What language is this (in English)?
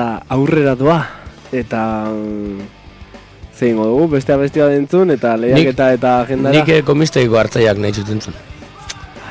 Basque